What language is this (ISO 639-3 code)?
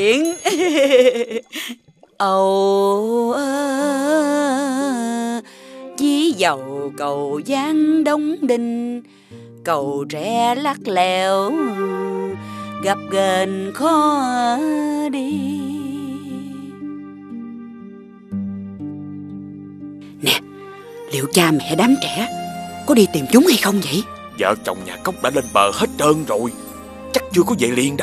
vie